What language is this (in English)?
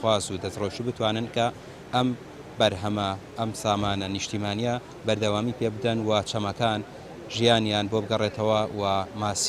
Central Kurdish